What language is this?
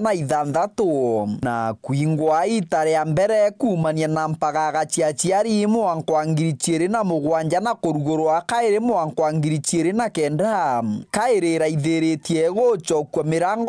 Meru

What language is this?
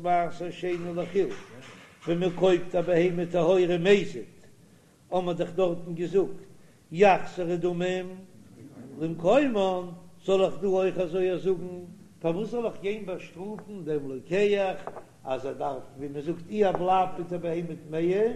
Yiddish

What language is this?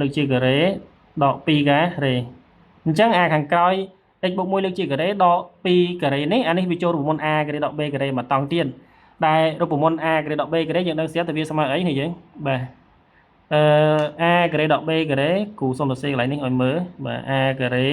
Khmer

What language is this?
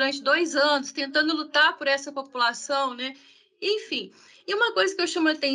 Portuguese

